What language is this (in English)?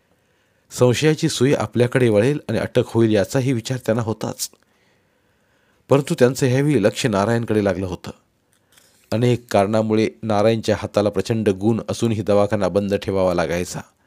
Marathi